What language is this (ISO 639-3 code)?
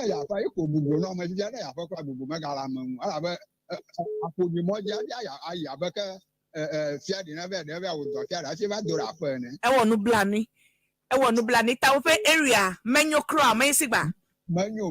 ewe